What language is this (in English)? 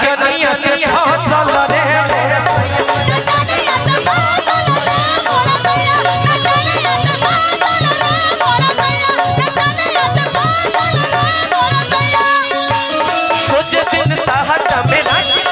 Bhojpuri